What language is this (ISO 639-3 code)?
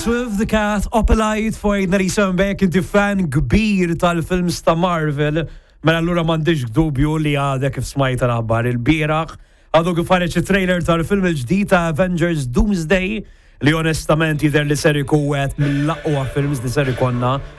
mlt